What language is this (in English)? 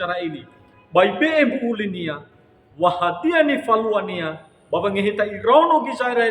Nias